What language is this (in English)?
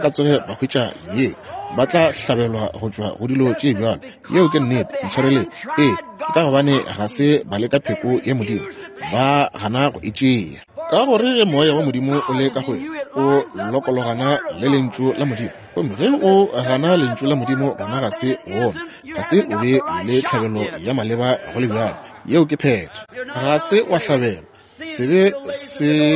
Northern Sotho